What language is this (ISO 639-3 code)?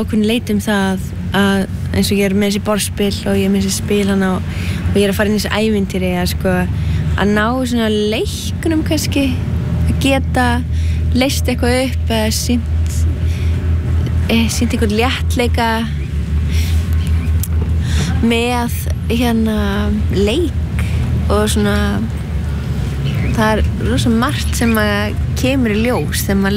isl